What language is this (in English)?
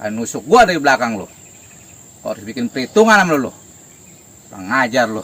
Betawi